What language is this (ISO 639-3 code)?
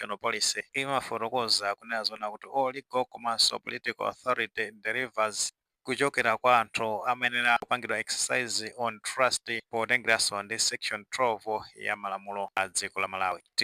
nya